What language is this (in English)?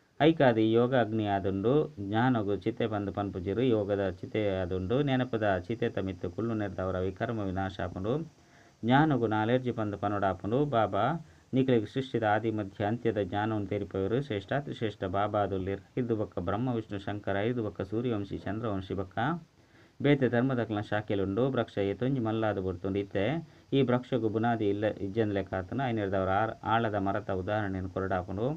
Tulu